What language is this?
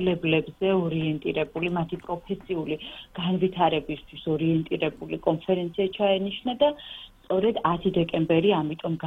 Georgian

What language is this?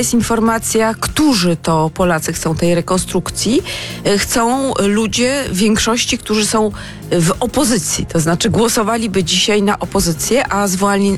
Polish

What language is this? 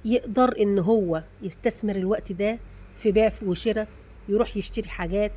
Egyptian Arabic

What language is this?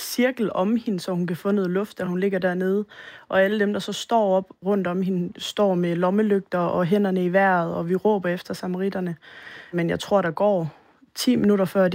Danish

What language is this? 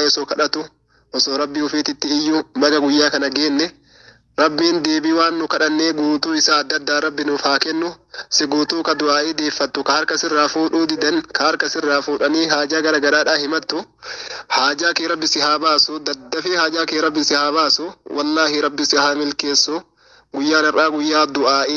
Oromo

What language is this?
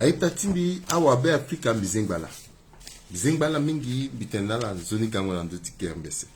Sango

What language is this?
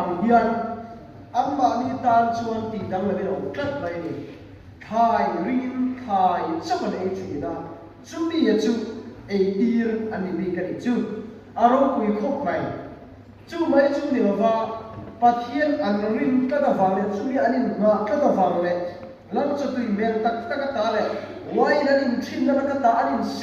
Mizo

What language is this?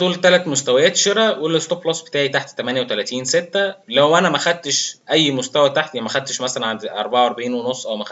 Egyptian Arabic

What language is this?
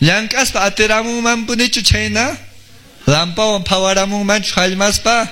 Quechua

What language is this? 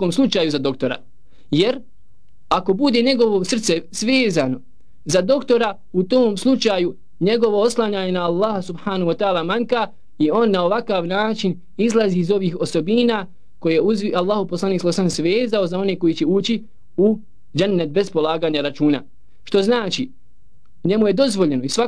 Bosnian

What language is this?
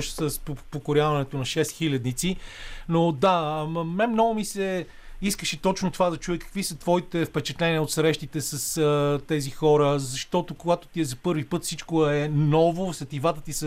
Bulgarian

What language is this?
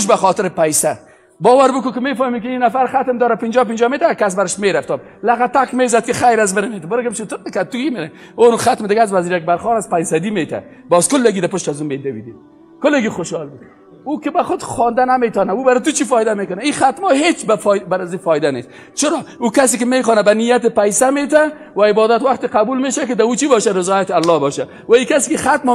Persian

